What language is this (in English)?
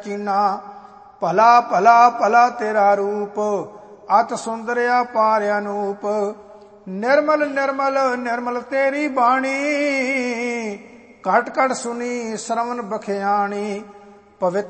Punjabi